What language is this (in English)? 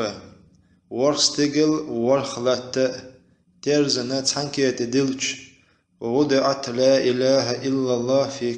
Chechen